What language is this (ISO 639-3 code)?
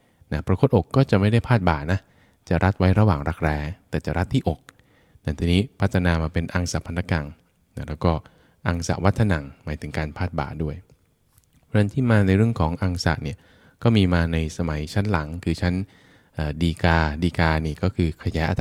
tha